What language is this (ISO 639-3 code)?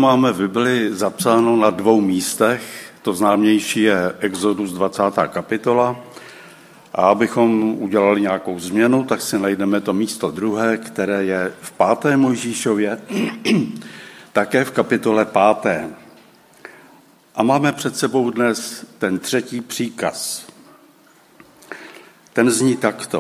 ces